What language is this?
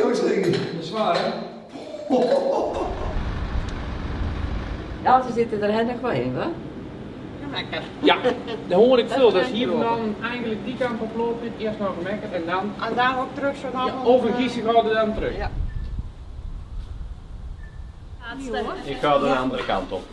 Dutch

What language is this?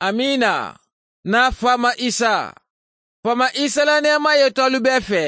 Mandingo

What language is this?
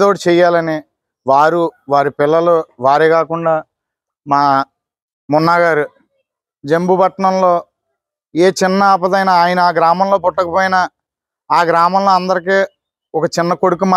Telugu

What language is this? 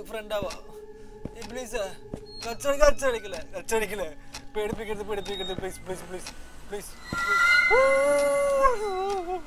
Malayalam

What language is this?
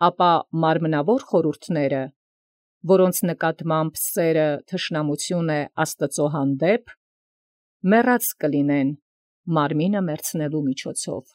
Armenian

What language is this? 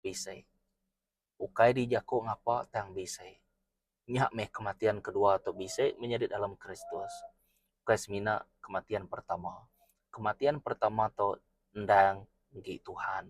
Iban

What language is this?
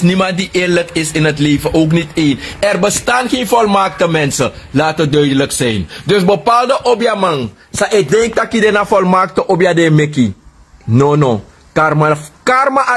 Sranan Tongo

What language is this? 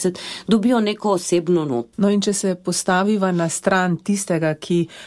Slovenian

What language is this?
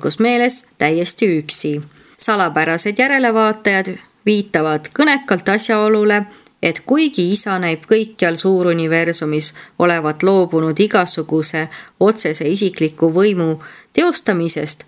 Estonian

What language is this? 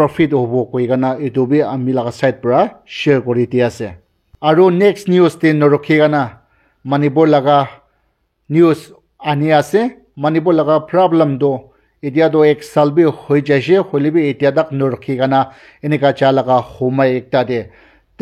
Naga Pidgin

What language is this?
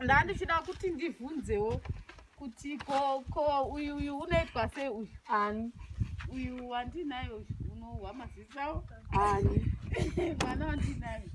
Shona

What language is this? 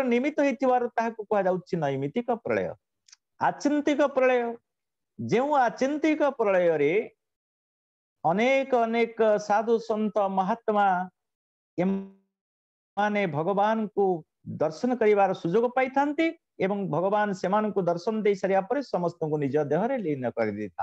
Odia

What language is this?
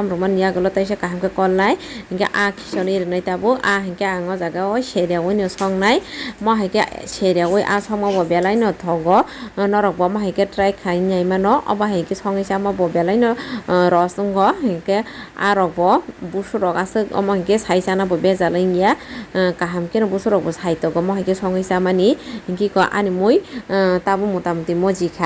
Kok Borok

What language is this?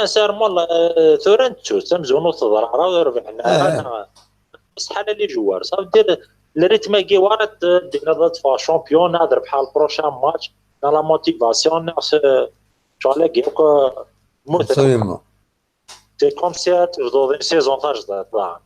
Kabyle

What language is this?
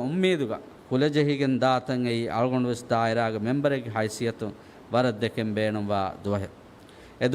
Divehi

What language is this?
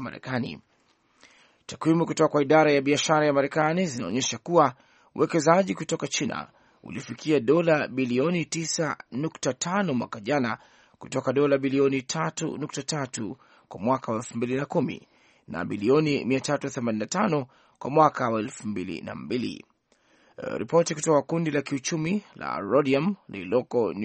Swahili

